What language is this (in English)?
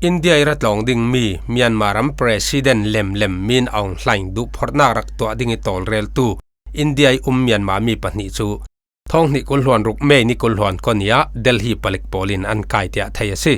Falam Chin